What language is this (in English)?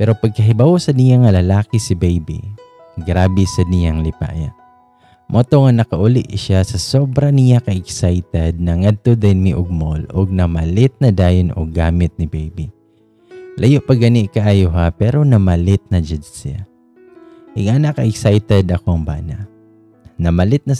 Cebuano